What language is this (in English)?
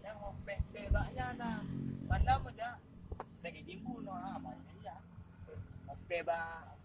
Achinese